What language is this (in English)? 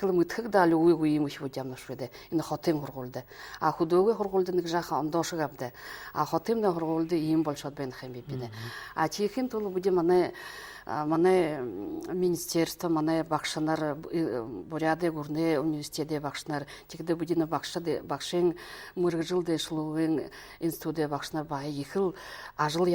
Buriat